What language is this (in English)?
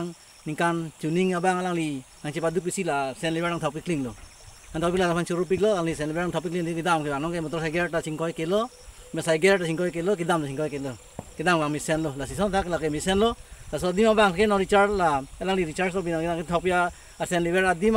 Karbi